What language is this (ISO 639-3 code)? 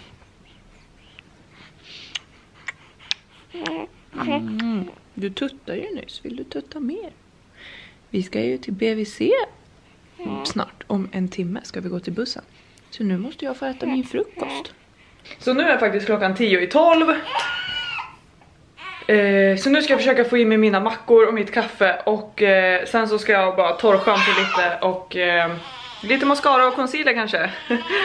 swe